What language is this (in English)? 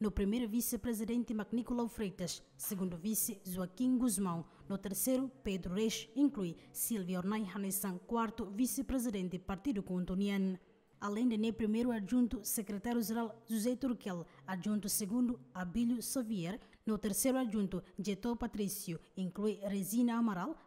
Tetum